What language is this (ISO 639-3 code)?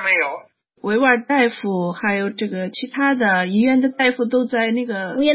uig